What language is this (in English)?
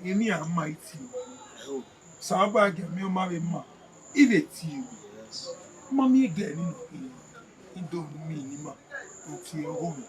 Bini